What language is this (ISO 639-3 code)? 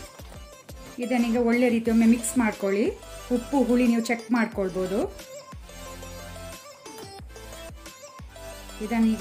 kan